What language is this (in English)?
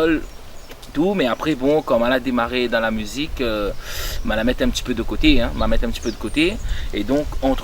Réunion Creole French